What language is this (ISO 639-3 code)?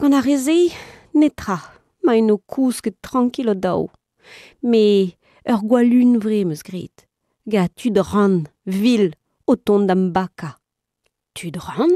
bre